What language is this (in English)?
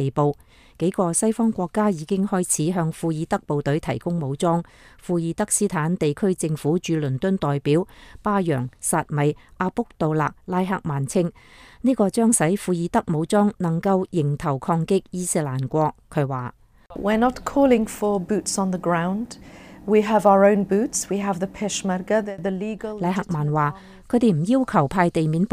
Cantonese